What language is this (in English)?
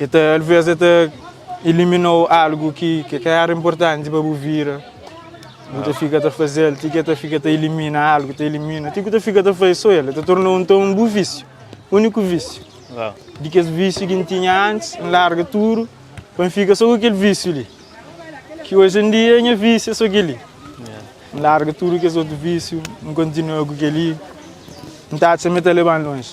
Kabuverdianu